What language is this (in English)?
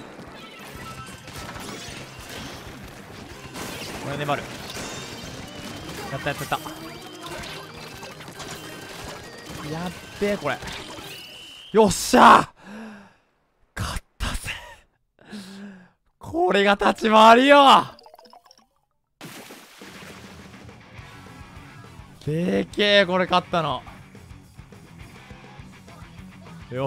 Japanese